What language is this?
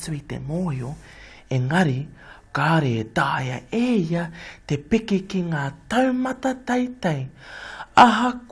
Māori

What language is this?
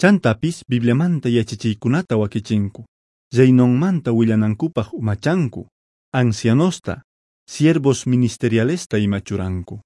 Quechua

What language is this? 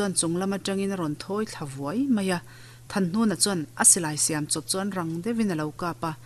Mizo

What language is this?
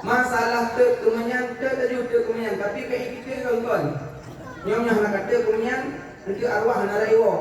Achinese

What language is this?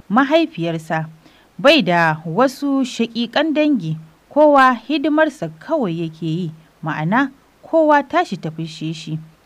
Hausa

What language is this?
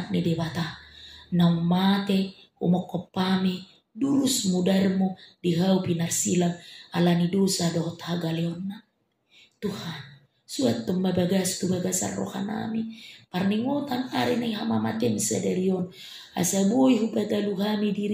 Batak Toba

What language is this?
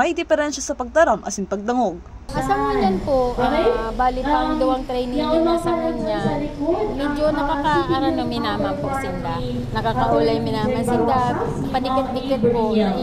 Bikol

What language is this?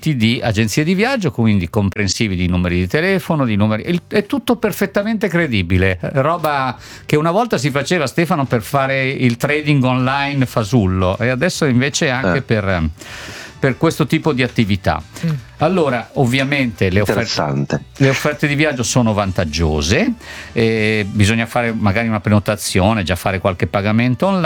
Italian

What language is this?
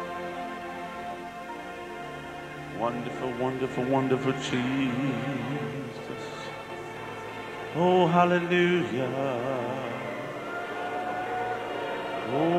Hungarian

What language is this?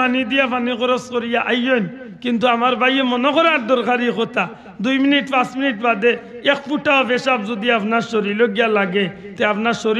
Sylheti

